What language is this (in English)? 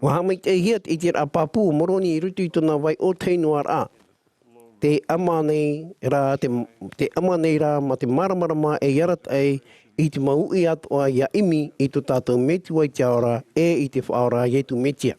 Tahitian